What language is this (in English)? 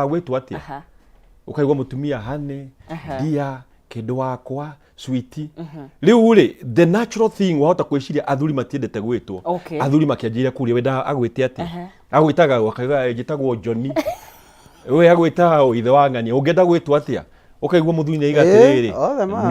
Kikuyu